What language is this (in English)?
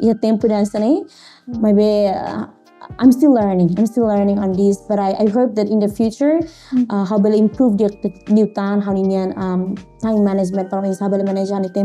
Tetum